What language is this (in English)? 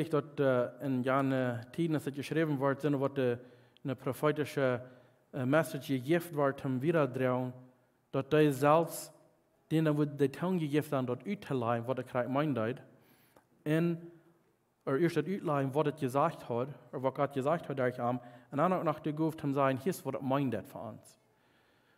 Plautdietsch